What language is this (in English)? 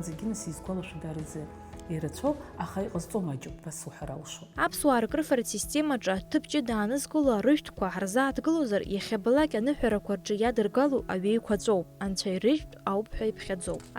Abkhazian